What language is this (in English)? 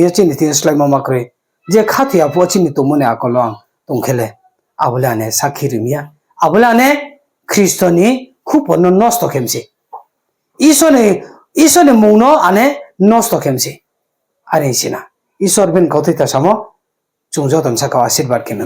Riang (India)